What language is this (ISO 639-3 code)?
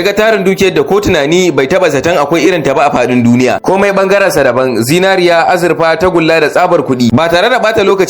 hau